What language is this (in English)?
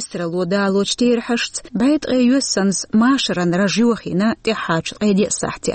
Chechen